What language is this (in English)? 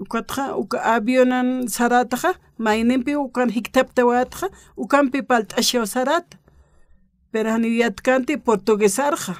Aymara